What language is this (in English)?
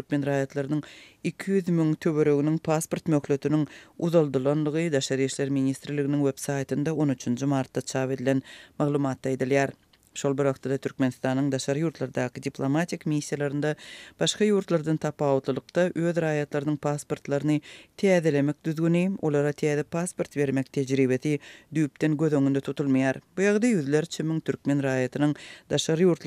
Turkmen